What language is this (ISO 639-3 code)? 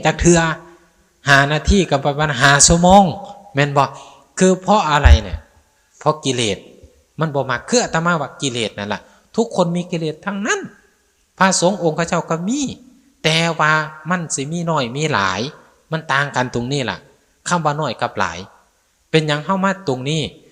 tts